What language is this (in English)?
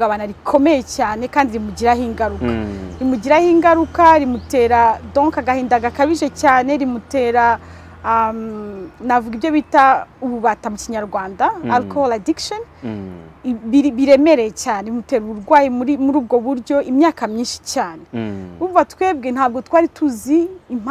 Kinyarwanda